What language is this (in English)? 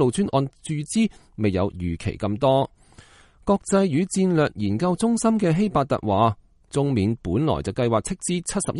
Cantonese